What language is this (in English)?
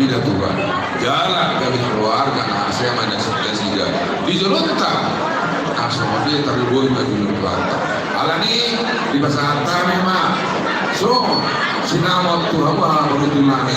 Batak Toba